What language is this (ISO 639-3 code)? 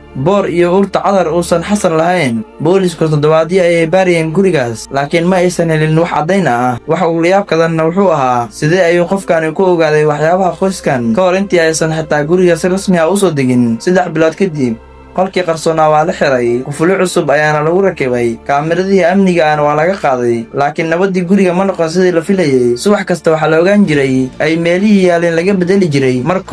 som